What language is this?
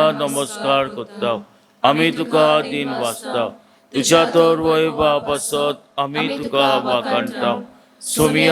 Konkani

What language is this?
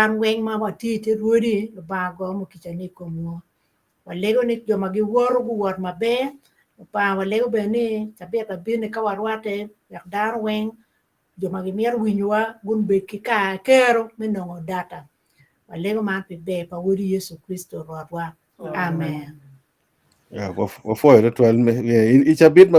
Acoli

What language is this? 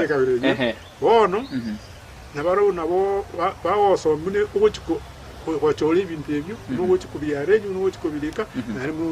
Gusii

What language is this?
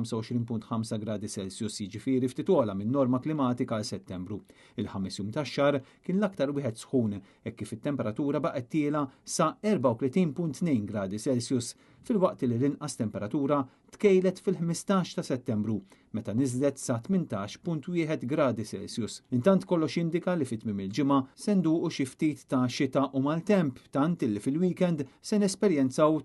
Maltese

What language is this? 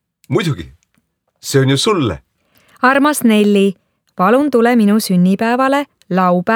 Estonian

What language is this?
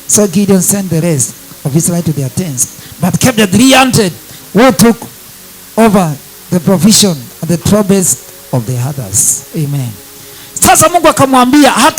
Swahili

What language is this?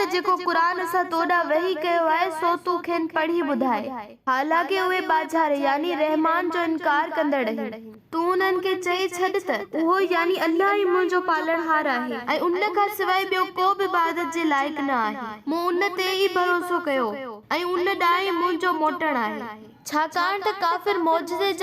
Sindhi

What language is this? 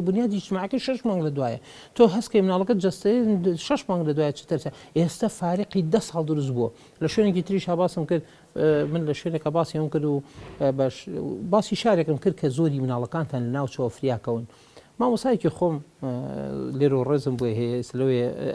Central Kurdish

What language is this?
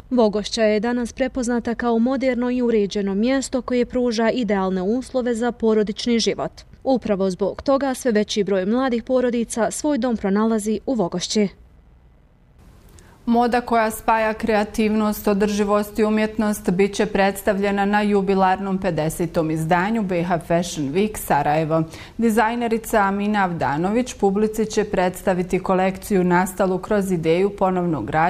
Bosnian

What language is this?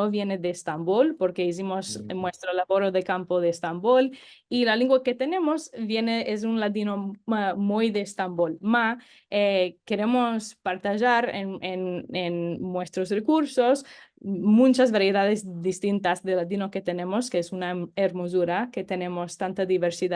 Ladino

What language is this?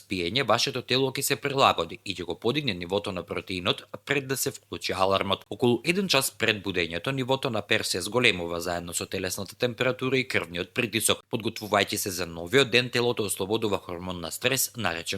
Macedonian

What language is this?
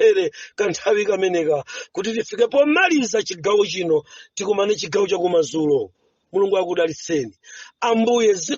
Nyanja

